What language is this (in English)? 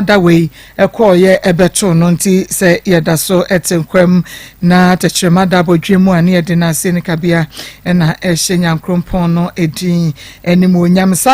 Akan